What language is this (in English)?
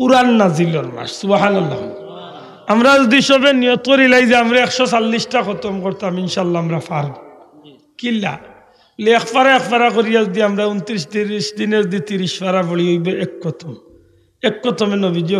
Sylheti